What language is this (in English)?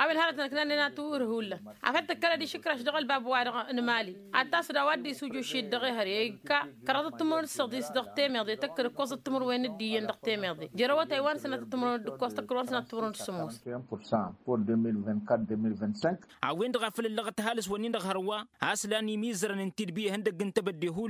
Tamasheq